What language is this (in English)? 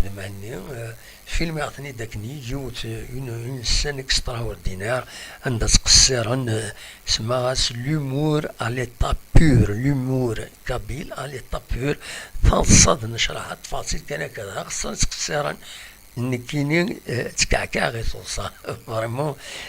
Kabyle